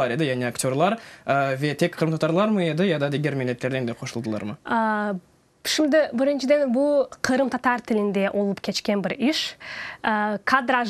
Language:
Crimean Tatar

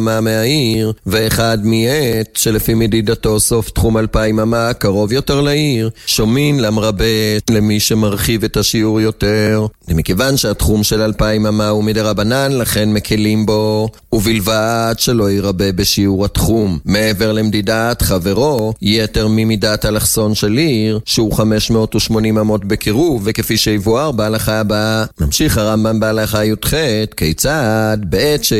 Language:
Hebrew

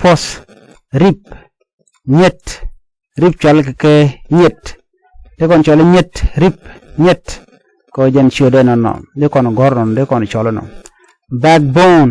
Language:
Nuer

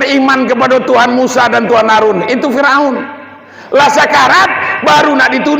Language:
Minangkabau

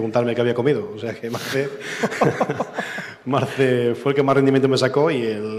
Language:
Spanish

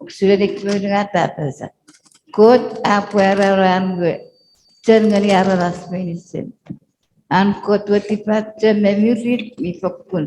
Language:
Chuukese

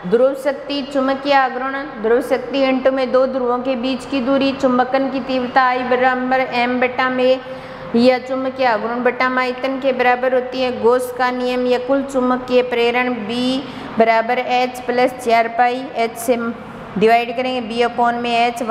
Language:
Hindi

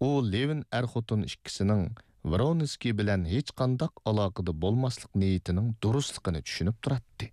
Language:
Uyghur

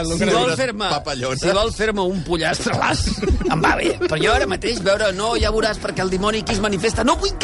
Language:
Catalan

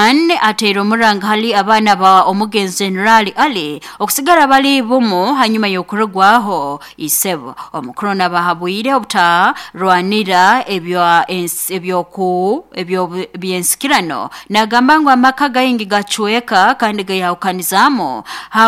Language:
Nyoro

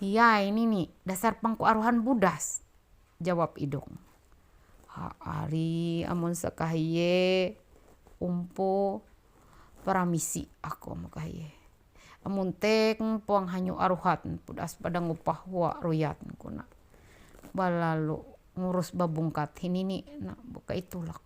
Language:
Ma'anyan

